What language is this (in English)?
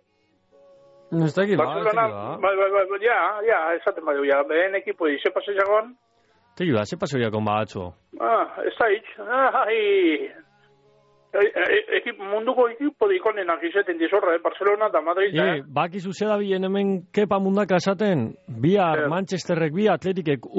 Basque